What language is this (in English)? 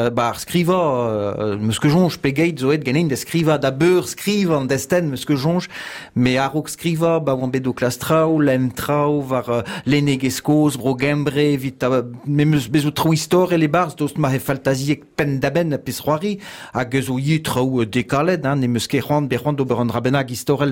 Breton